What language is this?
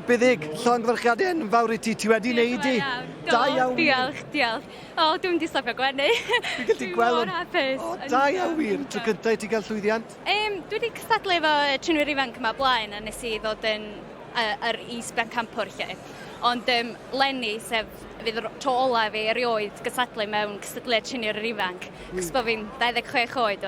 Welsh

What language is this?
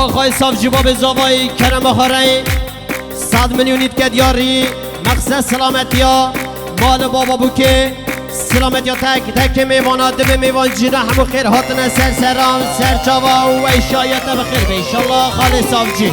Kurdish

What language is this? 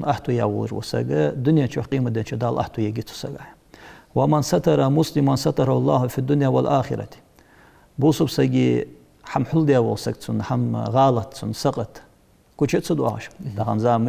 Ingush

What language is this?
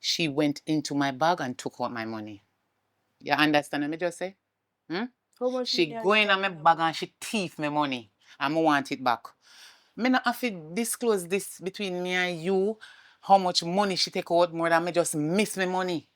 Jamaican Creole English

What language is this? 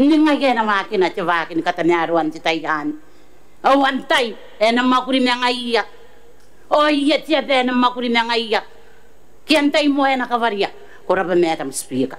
Gilbertese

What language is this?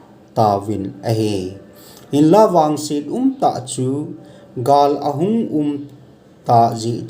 Thado Chin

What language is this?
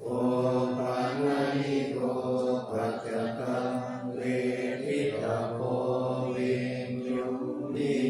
Pali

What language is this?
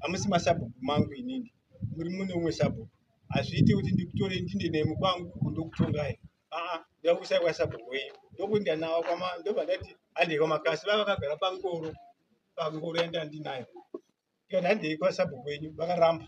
Shona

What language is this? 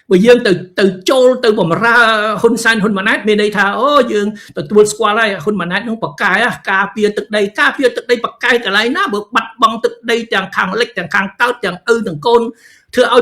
Khmer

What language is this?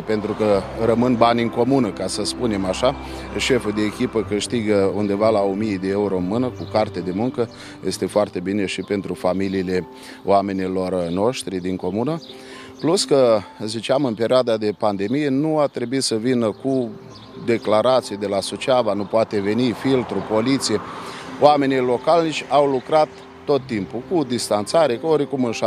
Romanian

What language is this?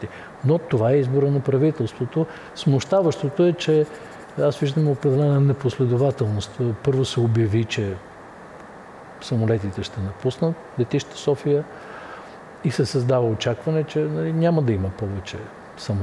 Bulgarian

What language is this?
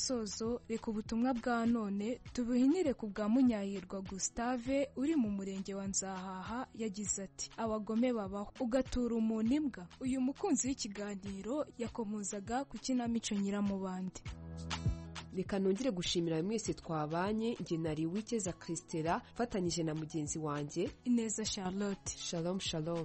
Kinyarwanda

